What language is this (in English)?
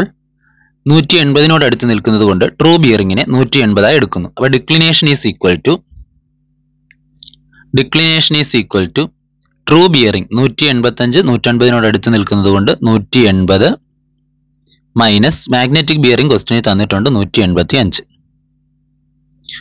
Malayalam